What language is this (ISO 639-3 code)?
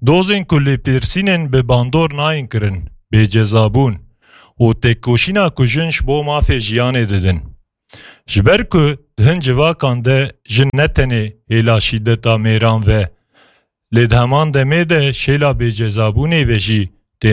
kur